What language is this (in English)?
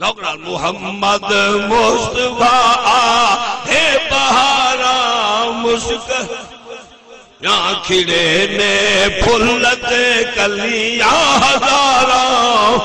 Saraiki